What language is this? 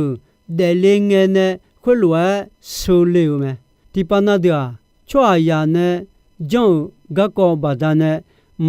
Akha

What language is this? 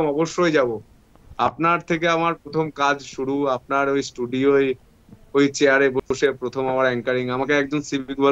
Bangla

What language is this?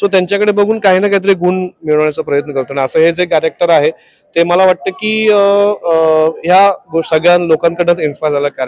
Marathi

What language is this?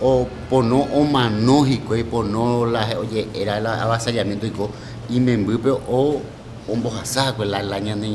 Guarani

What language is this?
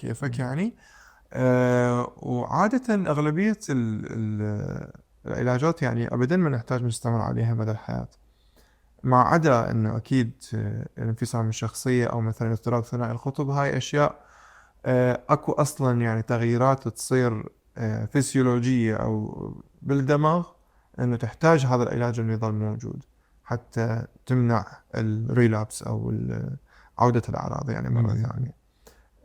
Mesopotamian Arabic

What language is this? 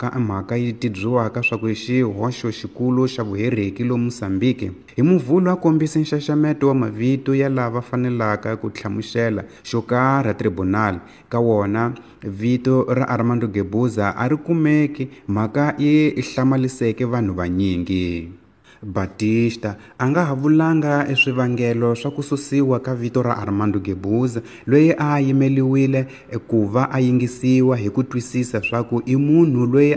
Tsonga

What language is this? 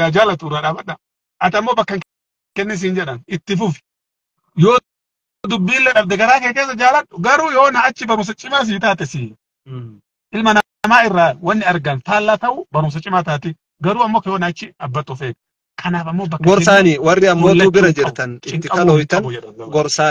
Oromo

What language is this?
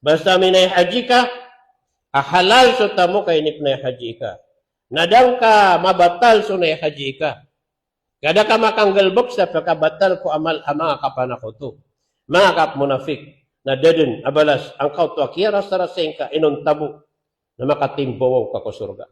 Maranao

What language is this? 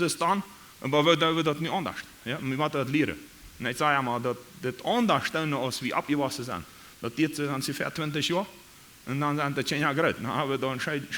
Plautdietsch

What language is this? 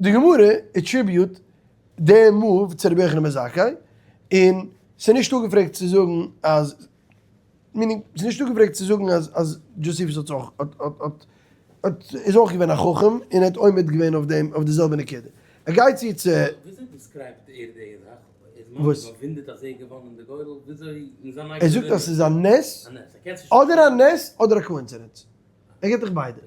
Yiddish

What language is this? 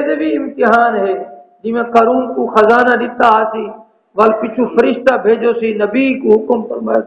Saraiki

